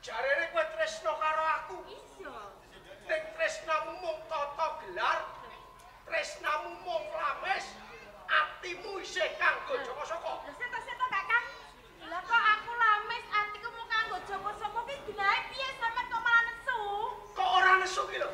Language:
Javanese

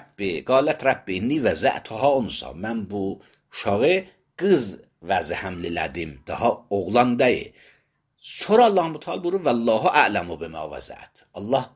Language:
Azerbaijani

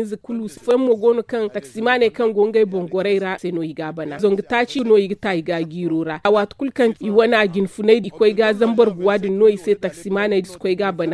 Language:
Zarma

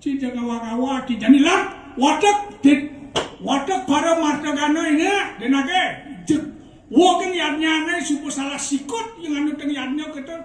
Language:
Balinese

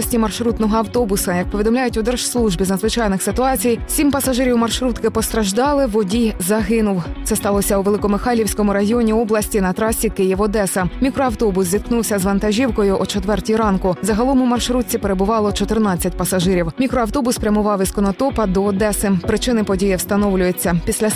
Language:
Ukrainian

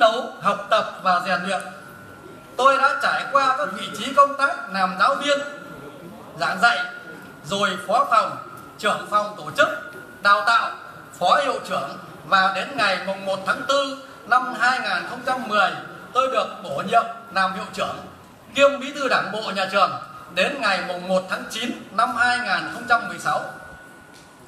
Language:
Vietnamese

